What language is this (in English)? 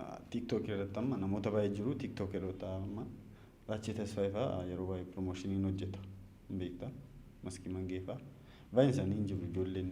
Oromo